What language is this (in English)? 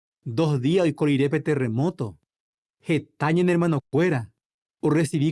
Guarani